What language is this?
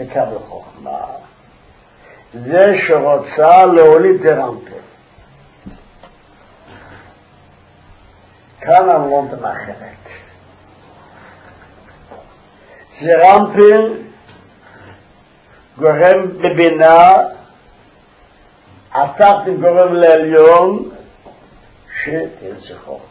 Hebrew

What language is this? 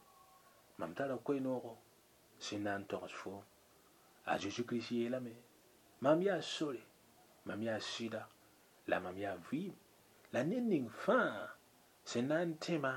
Mossi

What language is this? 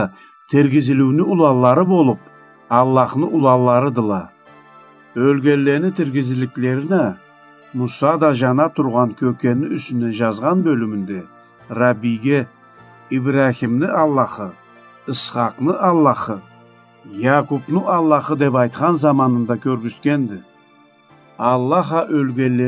Karachay-Balkar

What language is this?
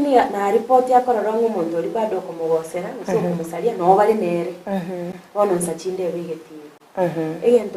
Gusii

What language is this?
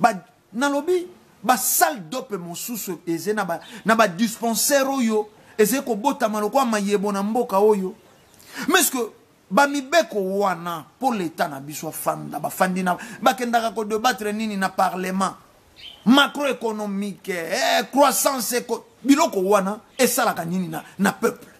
Lingala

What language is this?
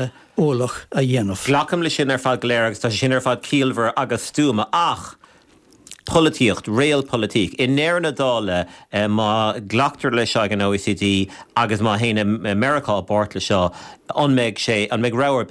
Irish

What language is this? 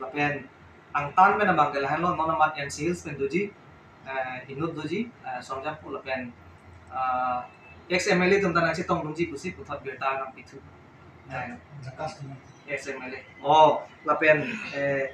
Karbi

